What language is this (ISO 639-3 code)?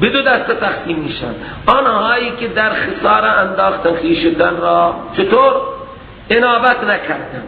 fas